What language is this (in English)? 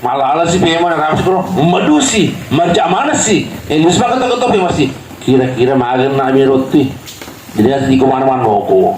Buginese